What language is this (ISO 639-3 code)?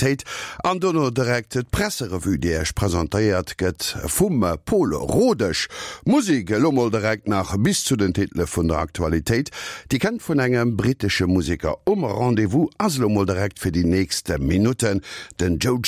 ltz